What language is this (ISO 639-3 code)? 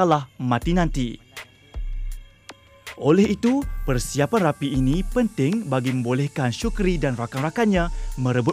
msa